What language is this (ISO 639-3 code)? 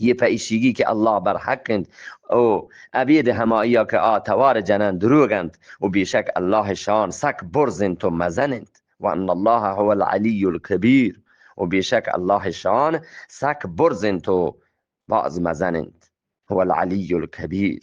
bgp